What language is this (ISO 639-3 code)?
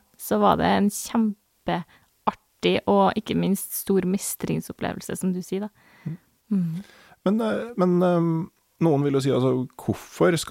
nor